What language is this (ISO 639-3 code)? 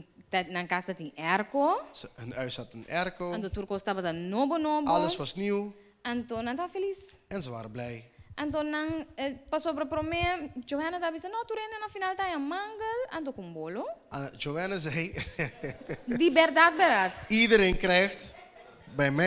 pap